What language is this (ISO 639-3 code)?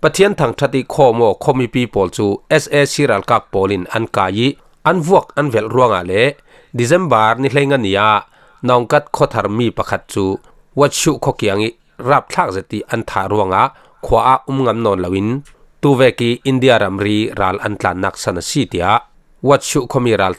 cfm